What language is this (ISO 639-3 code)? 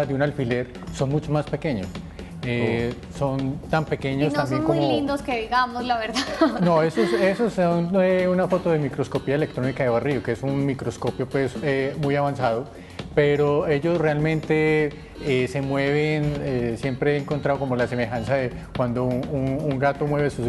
spa